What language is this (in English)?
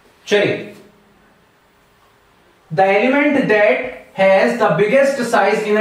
Hindi